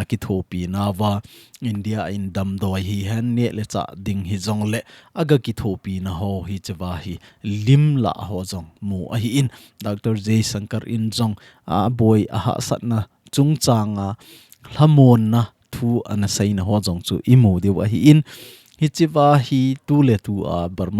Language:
Thado Chin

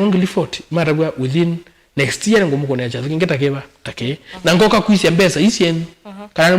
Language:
Kamba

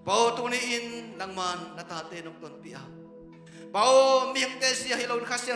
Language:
Tedim Chin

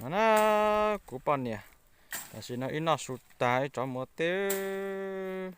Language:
Hmong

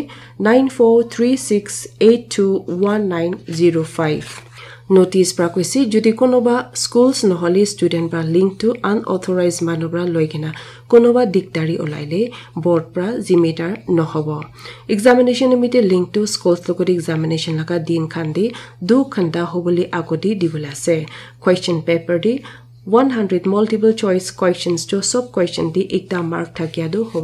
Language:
Naga Pidgin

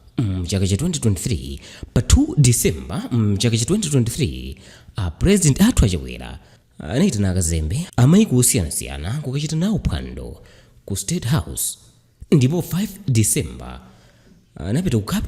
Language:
Nyanja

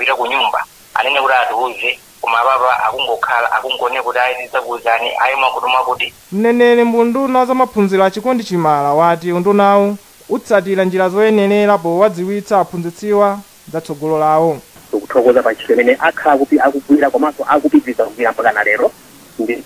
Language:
Nyanja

